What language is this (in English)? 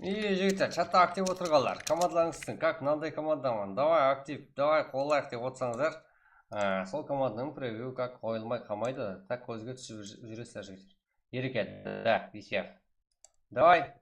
Kara-Kalpak